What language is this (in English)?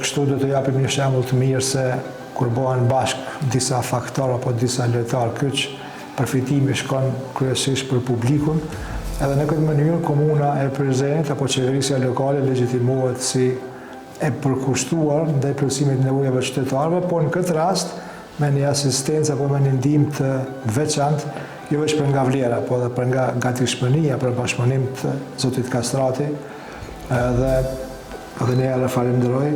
Albanian